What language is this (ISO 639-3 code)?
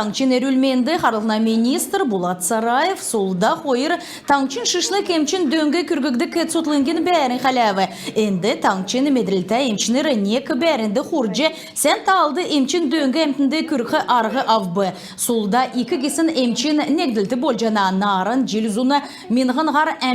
xal